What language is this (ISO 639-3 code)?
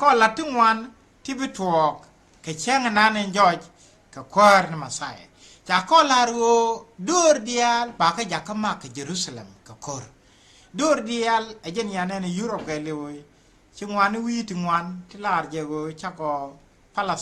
nus